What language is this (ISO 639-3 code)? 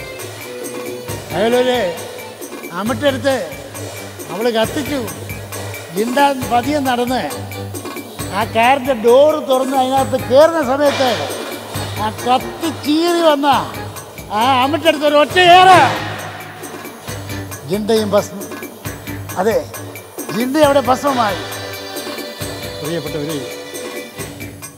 mal